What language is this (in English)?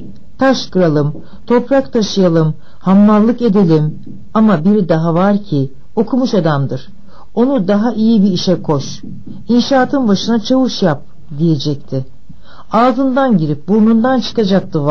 Turkish